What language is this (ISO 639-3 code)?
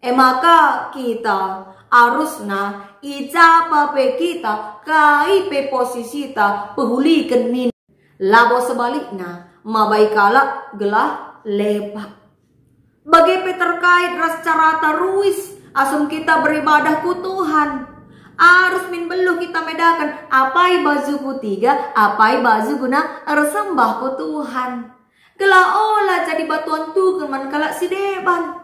btx